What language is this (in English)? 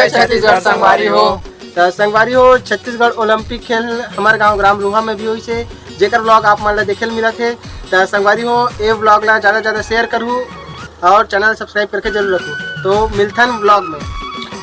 Chhattisgarhi